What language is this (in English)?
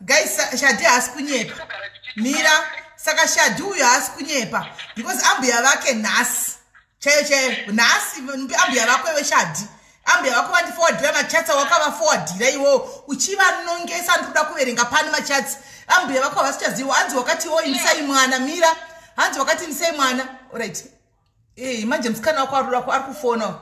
Shona